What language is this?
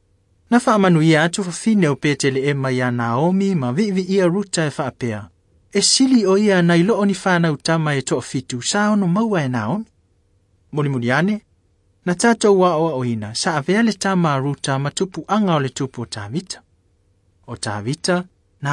Samoan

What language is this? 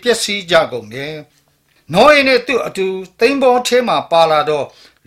Burmese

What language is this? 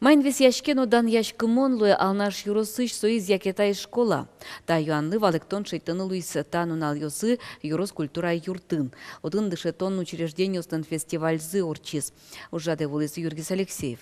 Udmurt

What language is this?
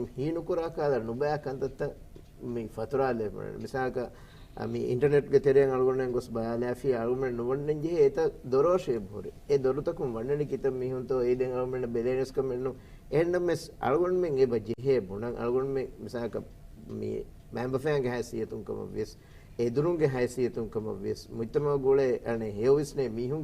Divehi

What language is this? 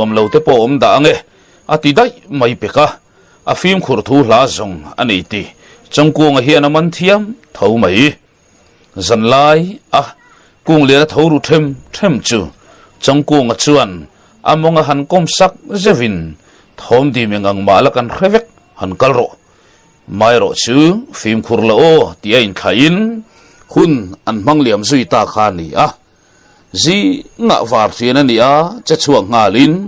Mizo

